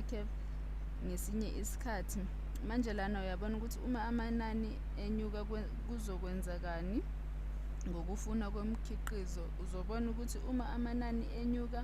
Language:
Zulu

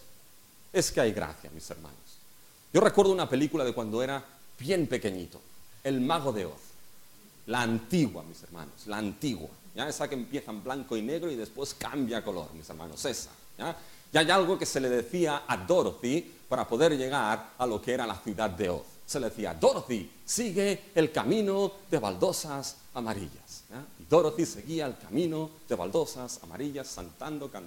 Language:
Spanish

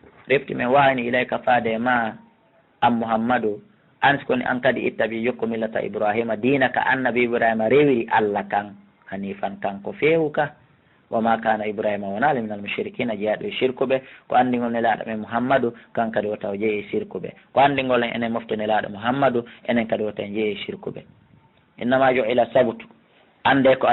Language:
Fula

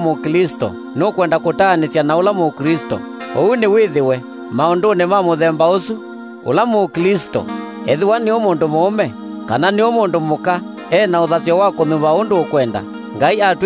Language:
Kamba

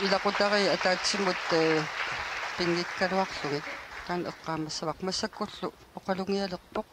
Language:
Kalaallisut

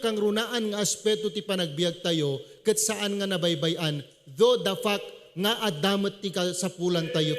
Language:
Iloko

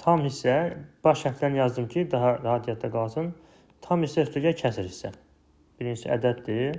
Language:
Azerbaijani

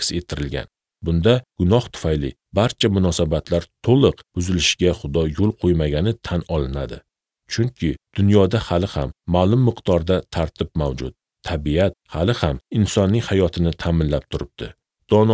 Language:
Uzbek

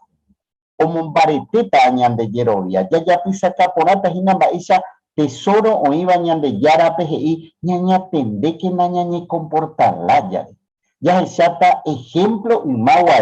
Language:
Guarani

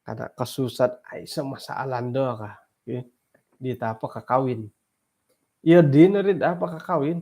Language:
Central Dusun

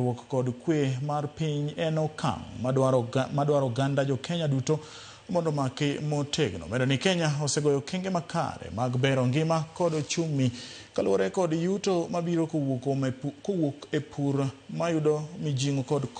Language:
Luo (Kenya and Tanzania)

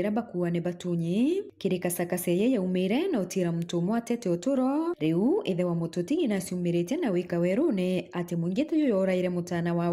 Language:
Meru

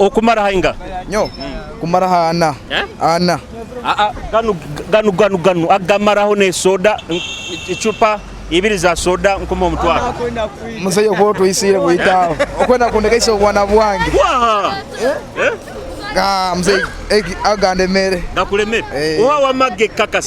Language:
Nyoro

